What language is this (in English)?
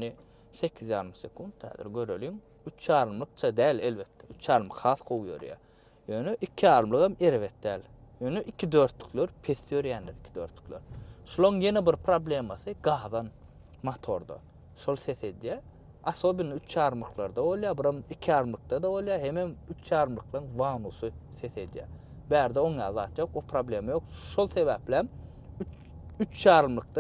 Turkmen